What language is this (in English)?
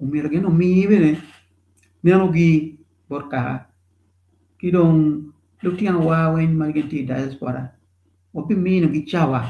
Acoli